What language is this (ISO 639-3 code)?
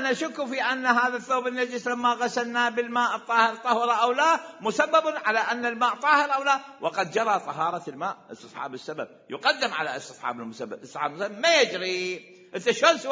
acm